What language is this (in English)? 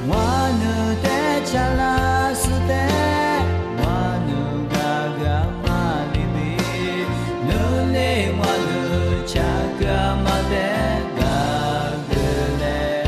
Lisu